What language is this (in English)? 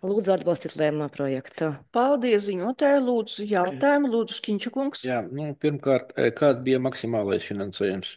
Latvian